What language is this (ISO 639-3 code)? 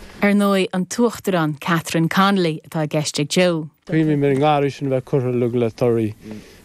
gle